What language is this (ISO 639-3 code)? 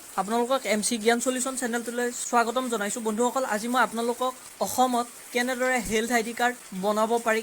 asm